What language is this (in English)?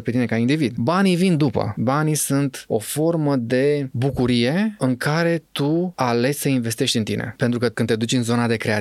Romanian